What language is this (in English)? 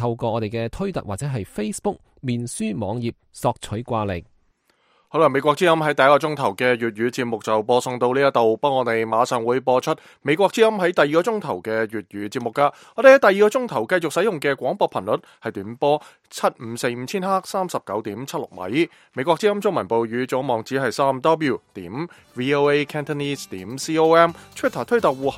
Cantonese